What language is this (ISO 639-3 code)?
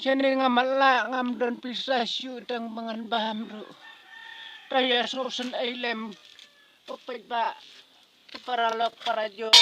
kha